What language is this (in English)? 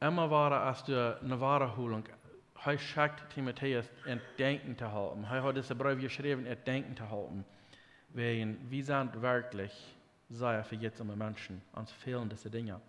Plautdietsch